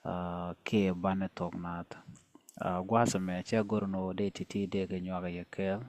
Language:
Nuer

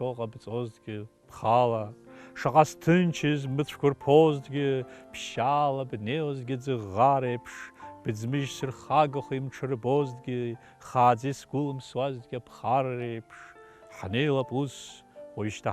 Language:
Abkhazian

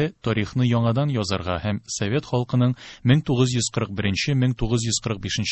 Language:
Tatar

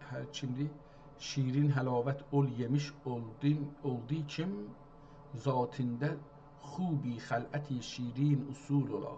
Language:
South Azerbaijani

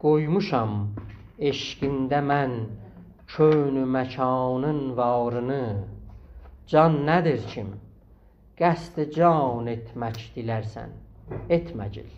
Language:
South Azerbaijani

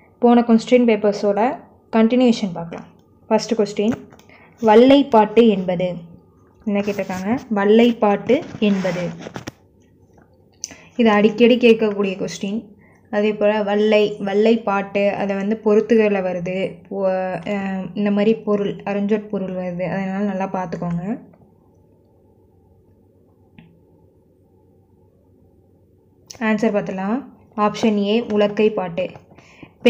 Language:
Tamil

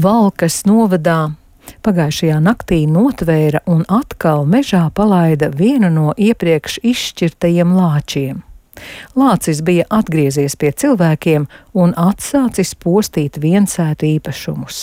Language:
Latvian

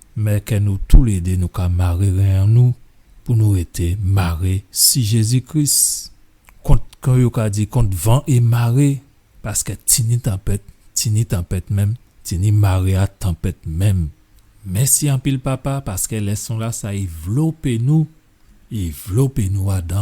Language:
Guadeloupean Creole French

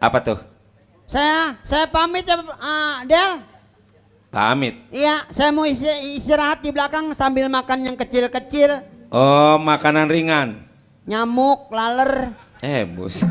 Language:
Betawi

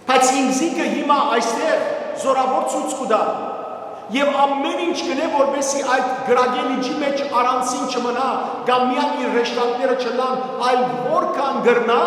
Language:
Western Armenian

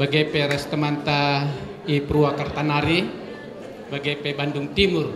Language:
Batak Karo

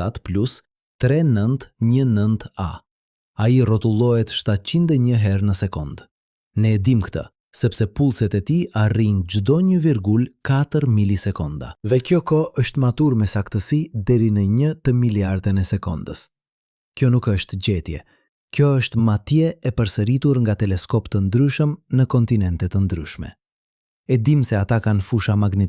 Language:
Albanian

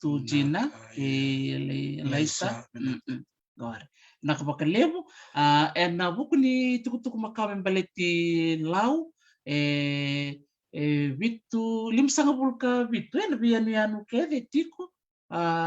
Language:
Fijian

